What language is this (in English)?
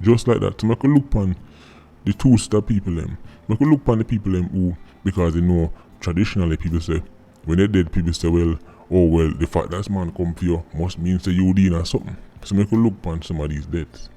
Jamaican Creole English